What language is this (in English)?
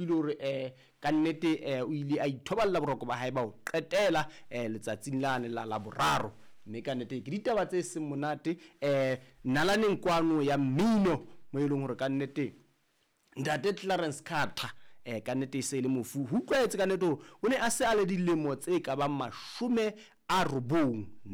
Southern Sotho